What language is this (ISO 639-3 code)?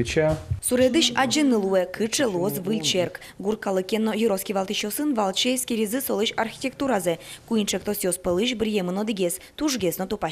udm